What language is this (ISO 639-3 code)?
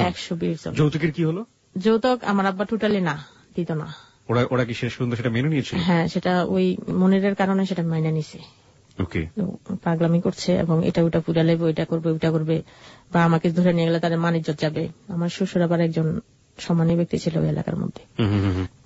ben